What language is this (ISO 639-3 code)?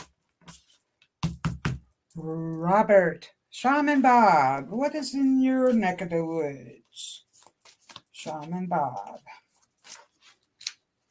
eng